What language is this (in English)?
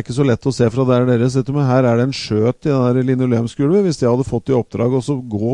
Norwegian